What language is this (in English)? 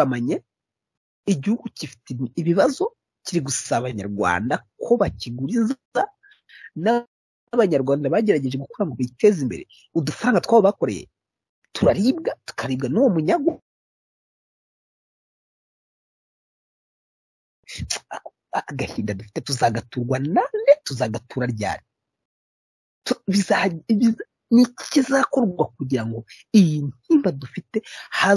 Kinyarwanda